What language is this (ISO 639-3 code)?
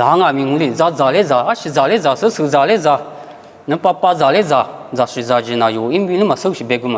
lis